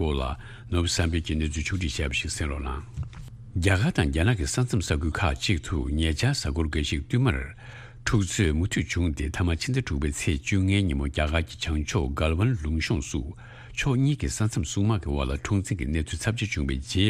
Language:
Tibetan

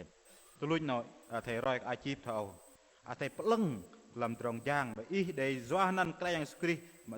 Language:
Bahnar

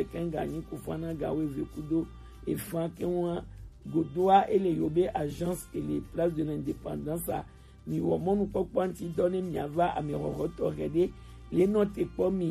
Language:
Gen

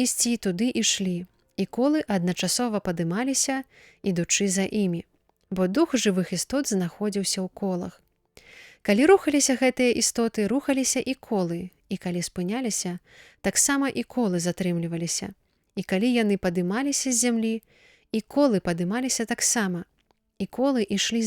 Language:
Belarusian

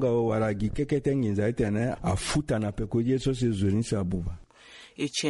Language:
Sango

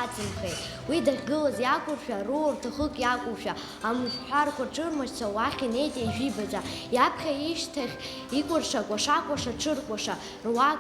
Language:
Abkhazian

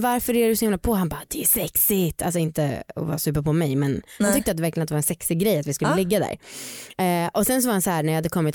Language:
Swedish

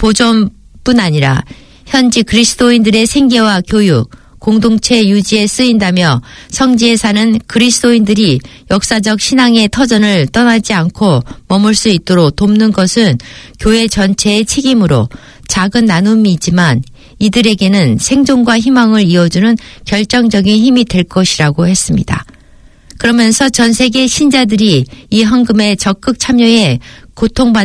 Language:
Korean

